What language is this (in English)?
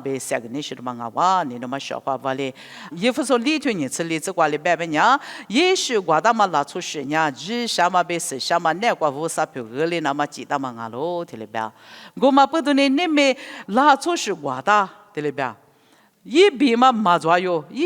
Lisu